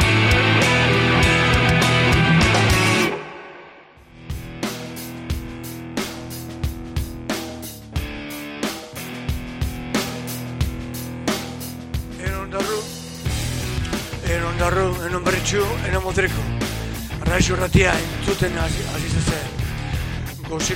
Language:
Basque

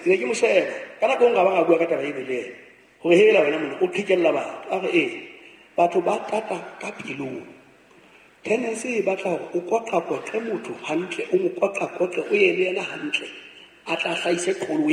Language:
Southern Sotho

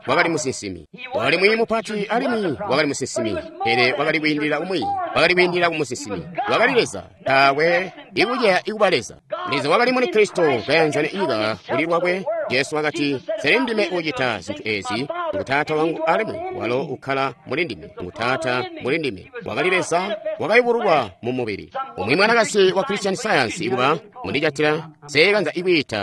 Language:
Tonga (Zambia)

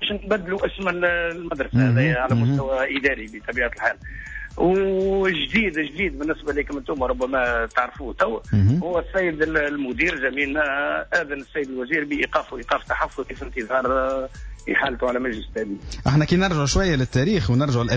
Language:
Tunisian Arabic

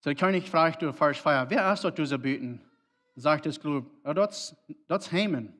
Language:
Plautdietsch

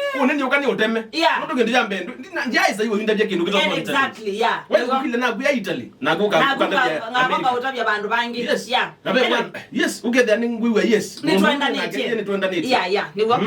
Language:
Kamba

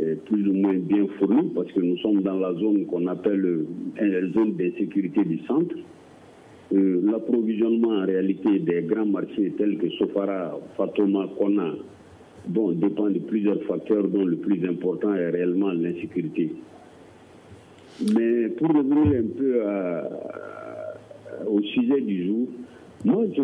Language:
French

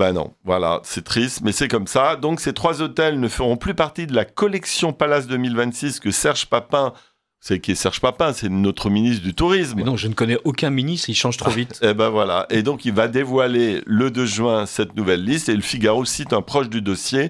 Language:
French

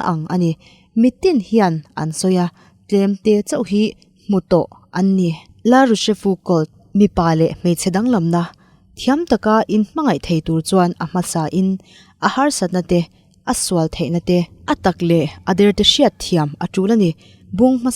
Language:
Mizo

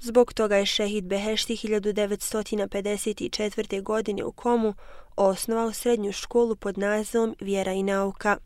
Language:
Bosnian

